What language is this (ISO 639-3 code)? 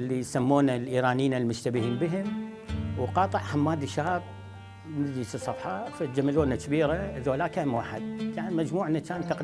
acm